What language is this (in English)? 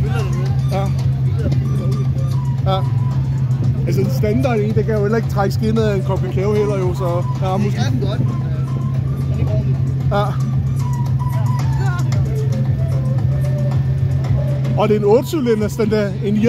Danish